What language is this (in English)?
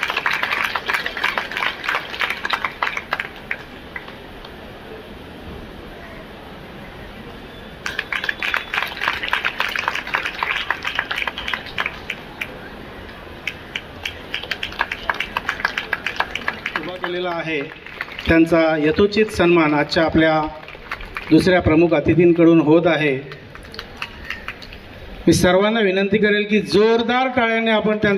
Marathi